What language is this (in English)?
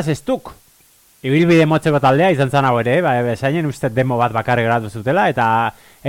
Basque